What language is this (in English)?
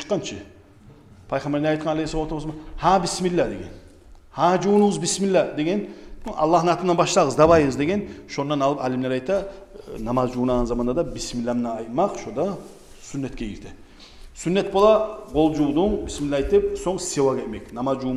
Kumyk